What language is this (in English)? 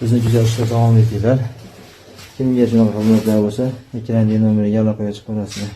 Uzbek